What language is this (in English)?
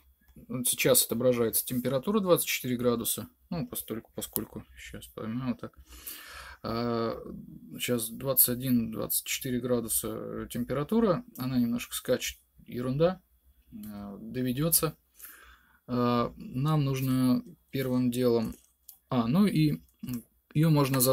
Russian